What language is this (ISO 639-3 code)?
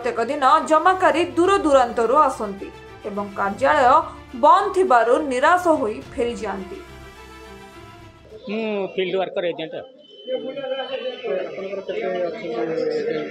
ori